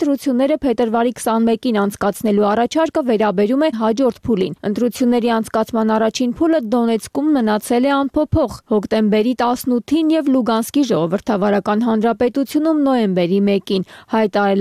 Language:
Armenian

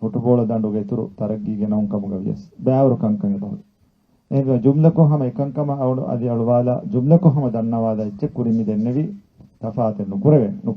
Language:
Divehi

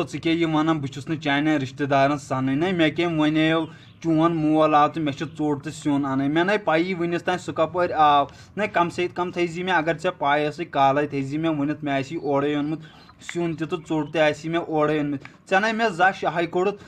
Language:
Kashmiri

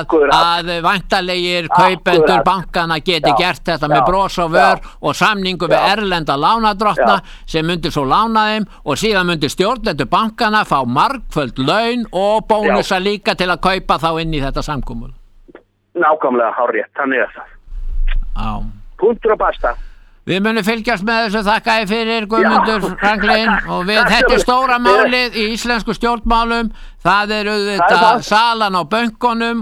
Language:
Icelandic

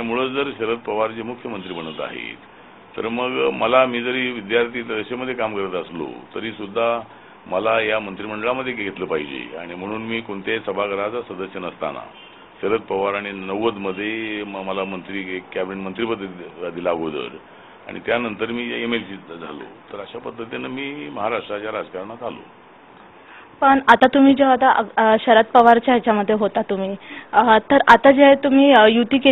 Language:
Marathi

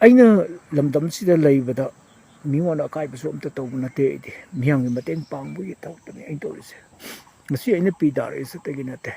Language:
Manipuri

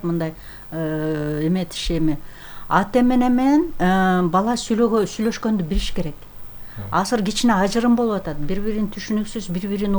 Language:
Kyrgyz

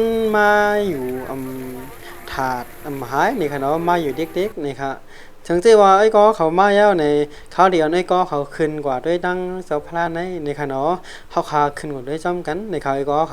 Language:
Shan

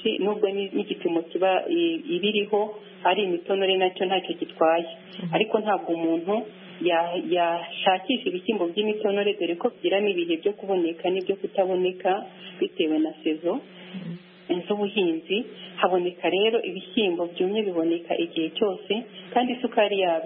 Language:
Kinyarwanda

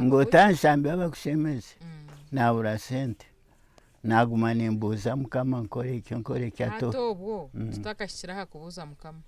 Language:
Nyankole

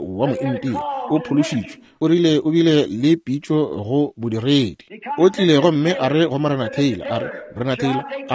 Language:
Northern Sotho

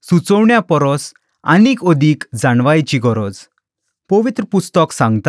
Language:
Konkani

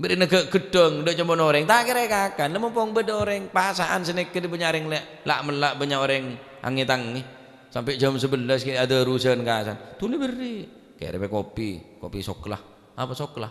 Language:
Madurese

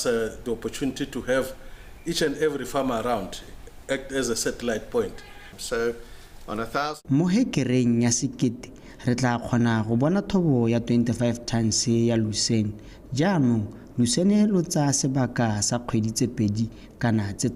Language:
Tswana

